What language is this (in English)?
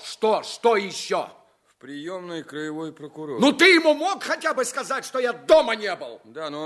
Russian